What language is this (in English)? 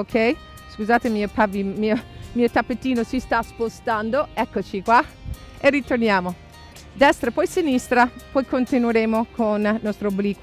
Italian